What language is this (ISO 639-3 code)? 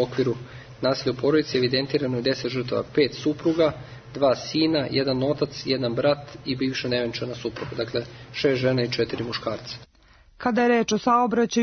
srp